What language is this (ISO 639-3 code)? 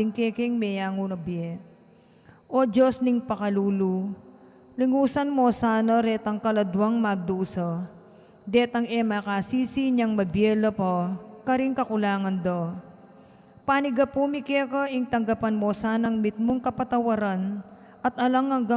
pam